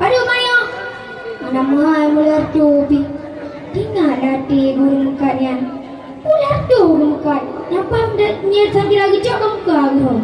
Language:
Achinese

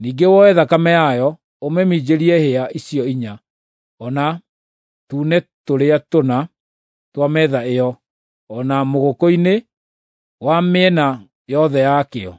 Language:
Kikuyu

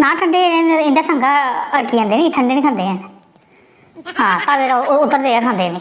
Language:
Dogri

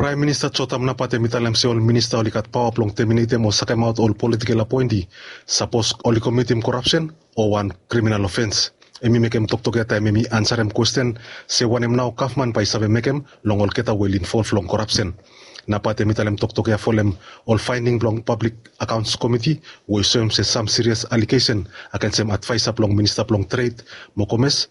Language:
Bislama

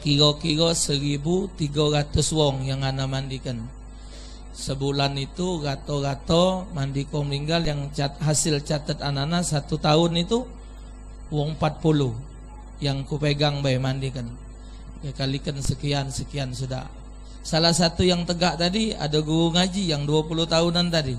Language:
Musi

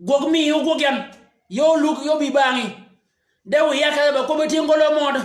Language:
Shilluk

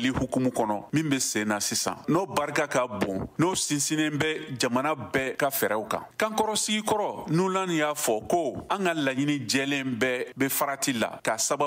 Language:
Bambara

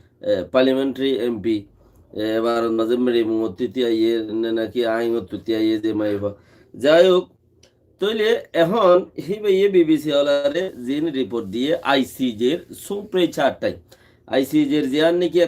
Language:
Rohingya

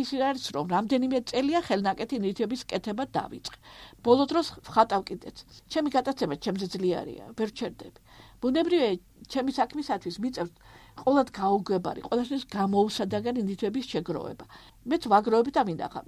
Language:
Georgian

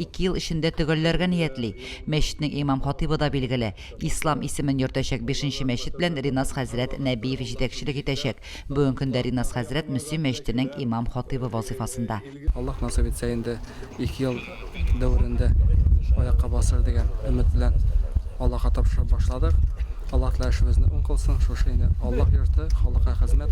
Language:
Tatar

